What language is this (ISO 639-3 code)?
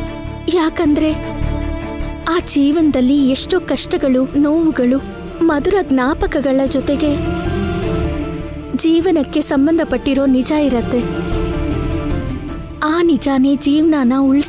kan